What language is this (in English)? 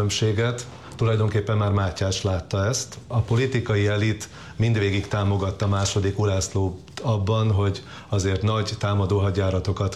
Hungarian